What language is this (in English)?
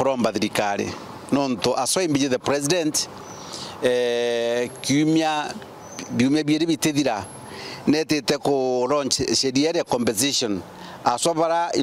Meru